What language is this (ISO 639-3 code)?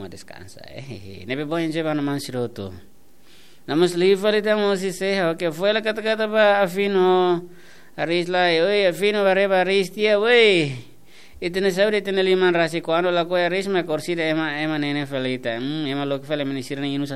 tet